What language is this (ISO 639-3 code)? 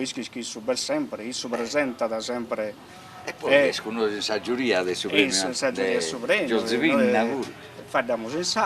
srd